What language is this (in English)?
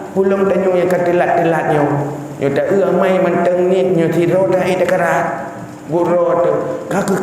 Achinese